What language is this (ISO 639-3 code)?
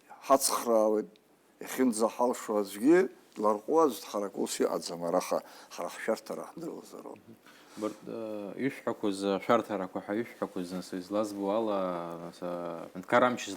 abk